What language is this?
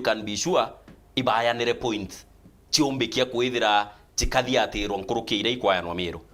Meru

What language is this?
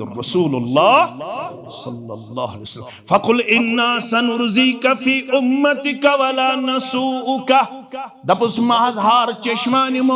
Kashmiri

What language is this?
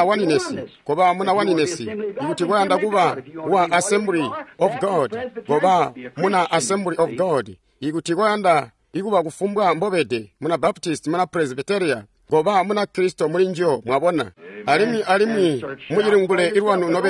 Tonga (Zambia)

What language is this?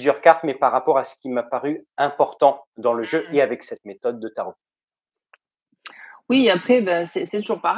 French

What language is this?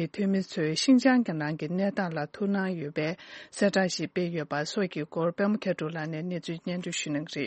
Tibetan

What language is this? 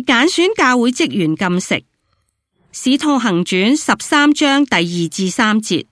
Cantonese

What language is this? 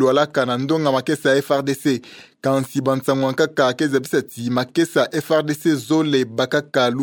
Kituba (Democratic Republic of Congo)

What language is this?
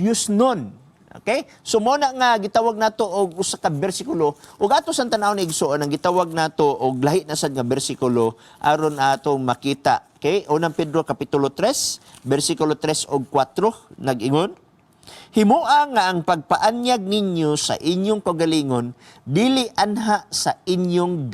Cebuano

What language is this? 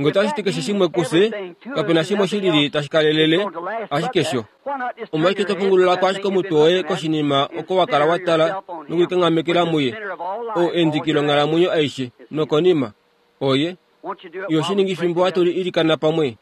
Kuanyama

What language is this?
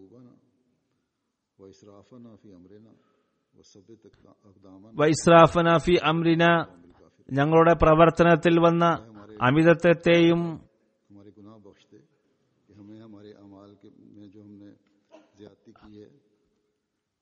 Malayalam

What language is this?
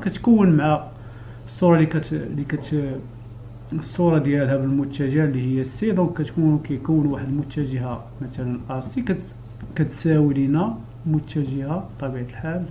Moroccan Arabic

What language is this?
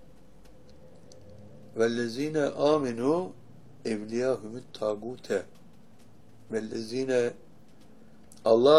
Turkish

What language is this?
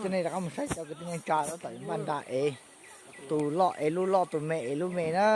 Hmong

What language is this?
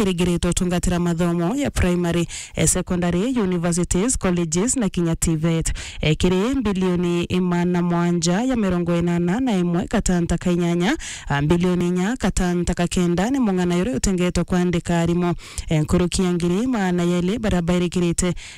Meru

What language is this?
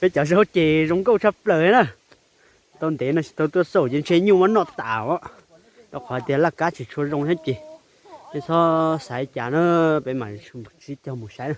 Hmong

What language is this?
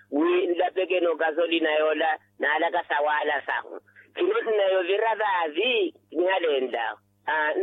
Makhuwa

